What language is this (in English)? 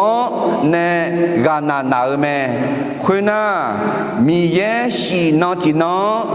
Akha